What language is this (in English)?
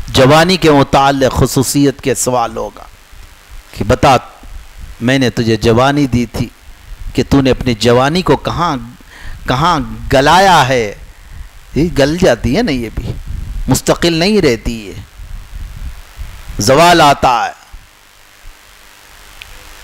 Urdu